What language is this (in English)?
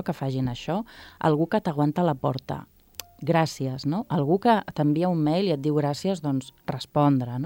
Catalan